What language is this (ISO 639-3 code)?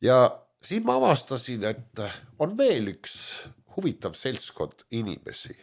est